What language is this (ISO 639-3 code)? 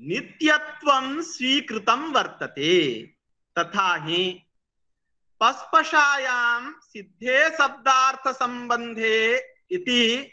san